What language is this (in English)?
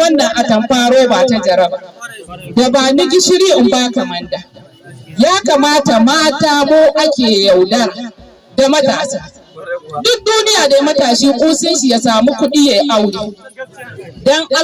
Hausa